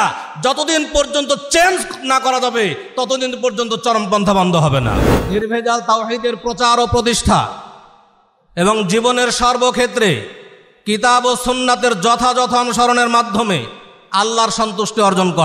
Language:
Bangla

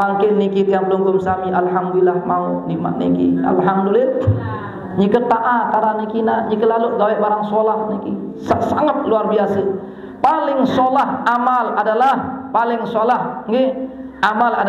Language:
Sasak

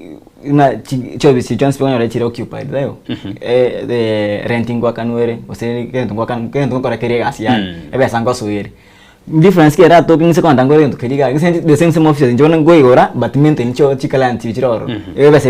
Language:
Gusii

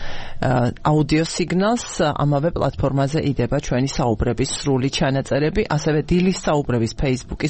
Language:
Georgian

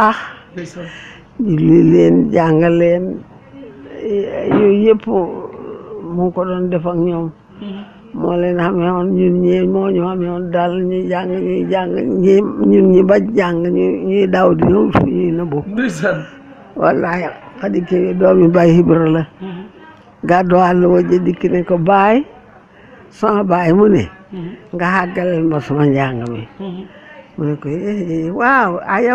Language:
Wolof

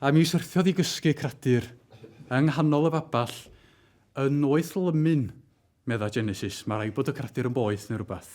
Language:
Welsh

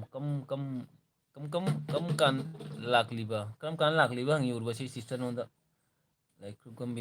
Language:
Manipuri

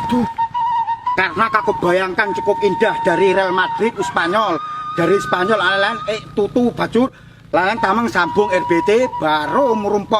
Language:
Achinese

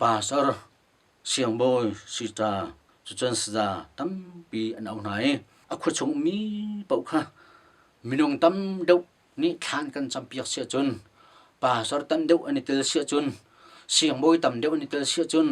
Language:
Hakha Chin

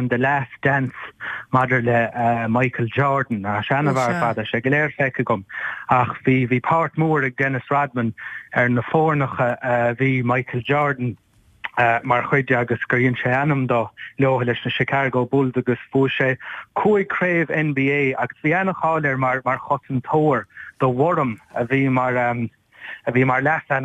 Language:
Irish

